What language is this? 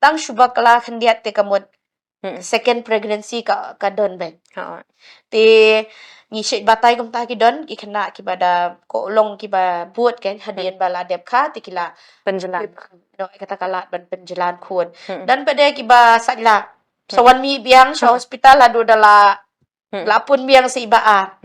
Khasi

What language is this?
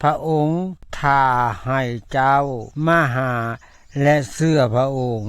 Lao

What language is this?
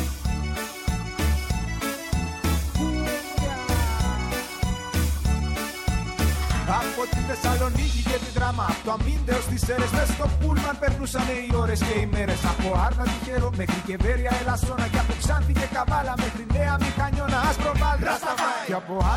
Greek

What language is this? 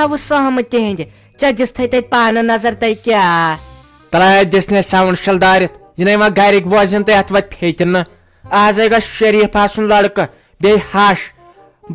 Kashmiri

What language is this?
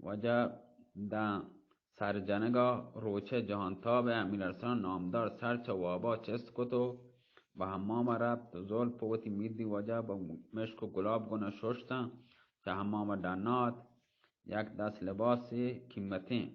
Baluchi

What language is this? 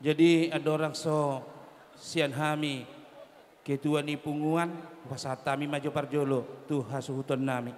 Batak Toba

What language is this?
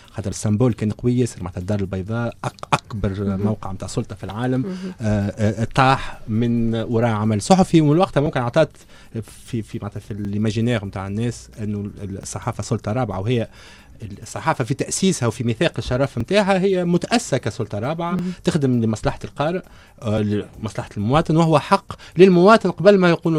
Tunisian Arabic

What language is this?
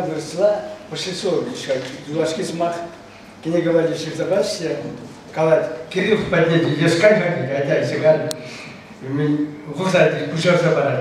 Chuvash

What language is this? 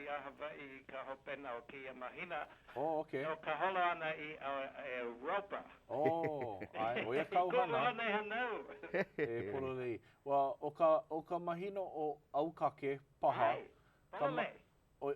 Hawaiian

